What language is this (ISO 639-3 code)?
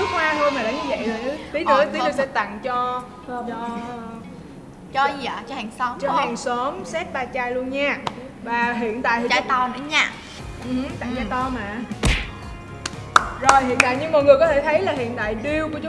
vie